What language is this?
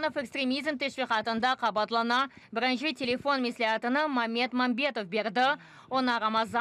Crimean Tatar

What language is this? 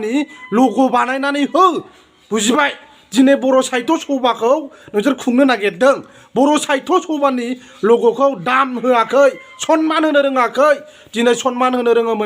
Bodo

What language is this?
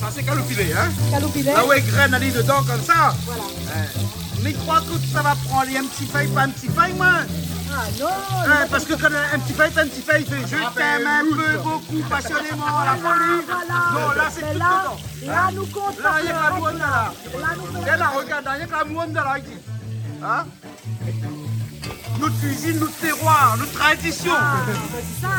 Réunion Creole French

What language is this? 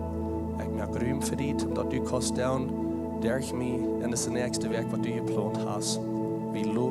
Plautdietsch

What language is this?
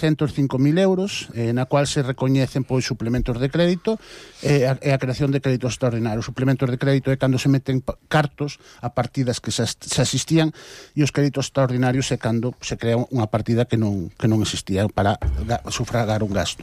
Galician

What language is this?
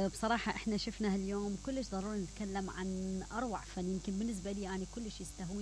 Mesopotamian Arabic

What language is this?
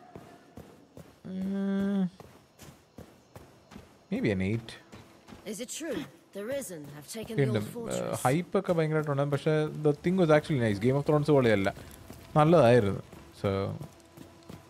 Malayalam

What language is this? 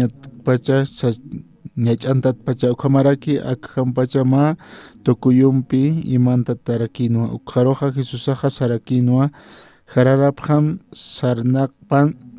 Aymara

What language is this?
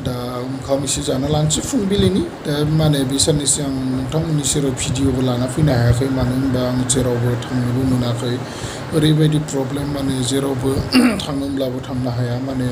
Bodo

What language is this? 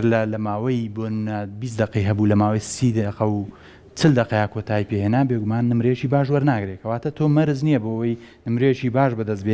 Central Kurdish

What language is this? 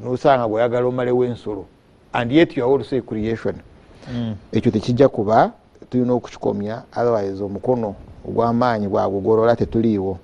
Ganda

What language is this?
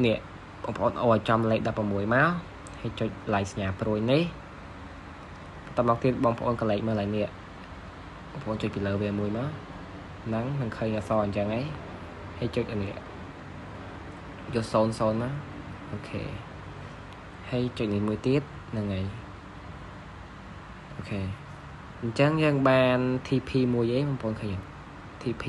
Khmer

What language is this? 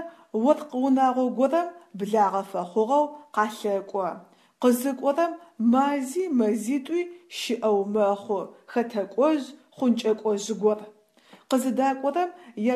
Adyghe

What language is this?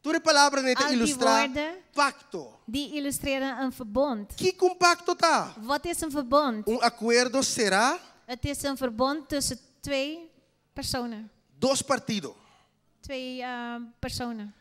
Papiamento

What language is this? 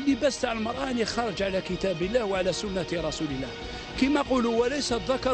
Algerian Arabic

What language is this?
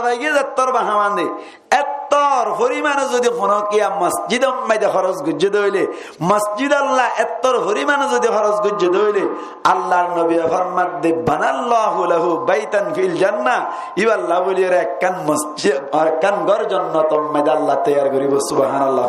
Rohingya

